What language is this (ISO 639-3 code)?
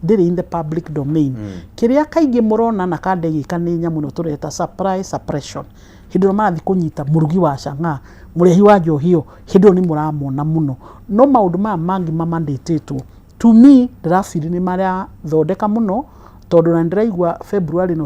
kik